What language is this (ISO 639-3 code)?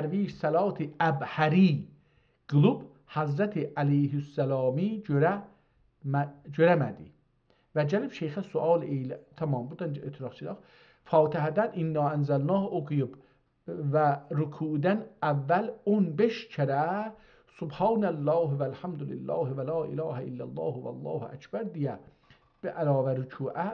azb